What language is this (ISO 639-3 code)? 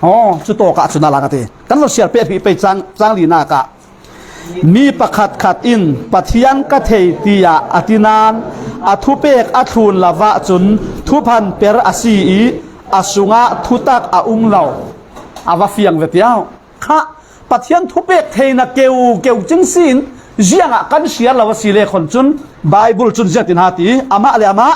cfm